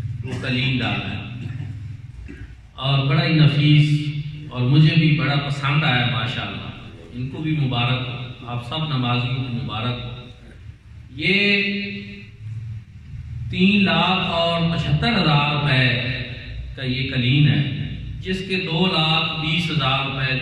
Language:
Urdu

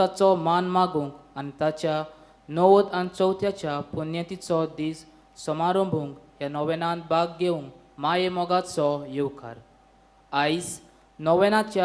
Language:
Konkani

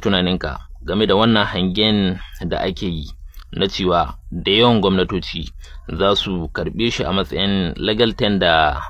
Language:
Hausa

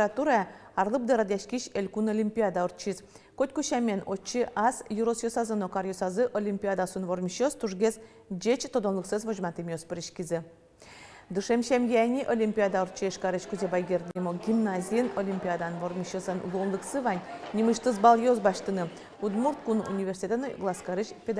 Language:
Udmurt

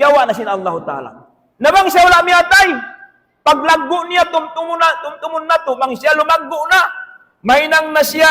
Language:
Tausug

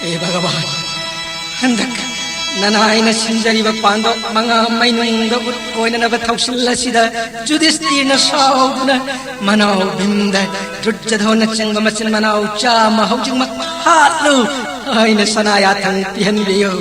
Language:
Manipuri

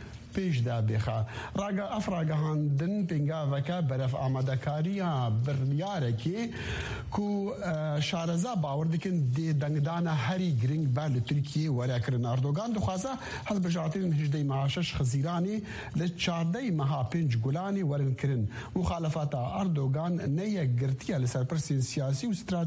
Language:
Kurdish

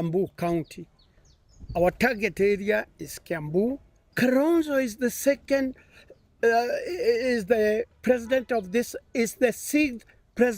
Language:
Luo (Kenya and Tanzania)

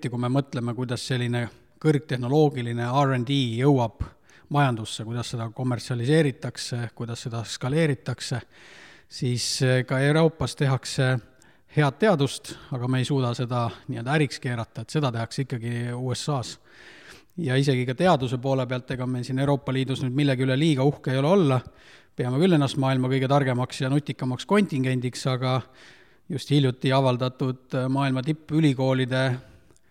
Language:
Estonian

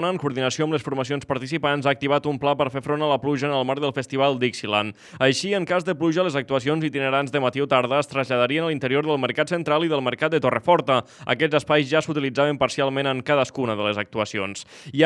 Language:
Catalan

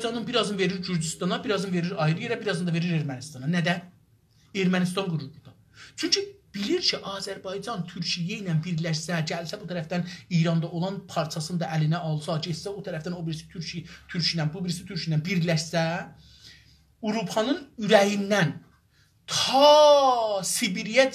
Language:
South Azerbaijani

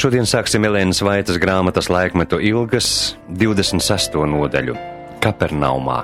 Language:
Latvian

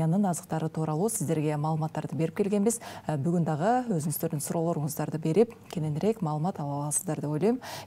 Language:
Kyrgyz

